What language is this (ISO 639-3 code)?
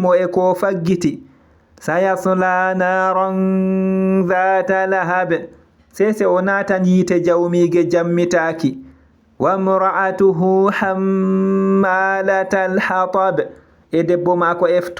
ful